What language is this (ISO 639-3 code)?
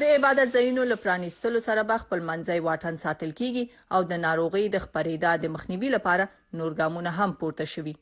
pus